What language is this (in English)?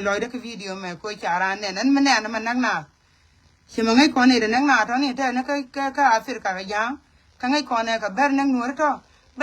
Nuer